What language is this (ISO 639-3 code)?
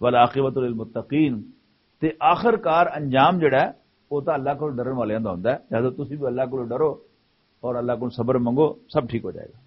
lah